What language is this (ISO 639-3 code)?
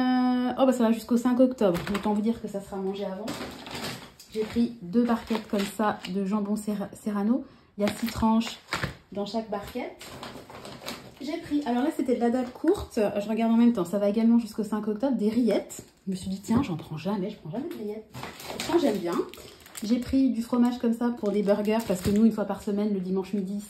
fra